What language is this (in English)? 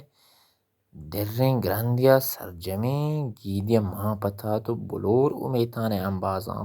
Baluchi